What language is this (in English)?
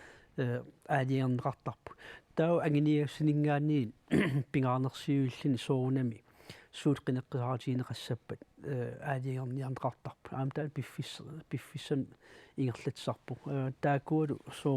Kalaallisut